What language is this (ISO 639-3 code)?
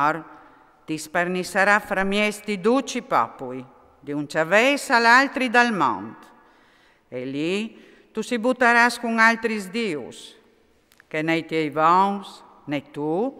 fur